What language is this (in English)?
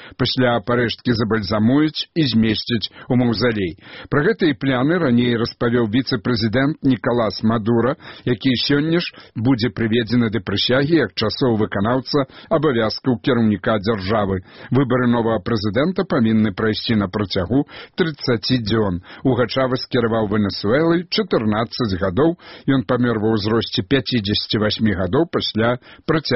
Belarusian